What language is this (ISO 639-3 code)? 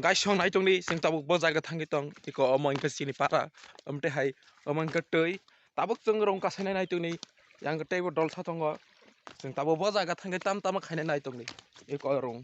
trp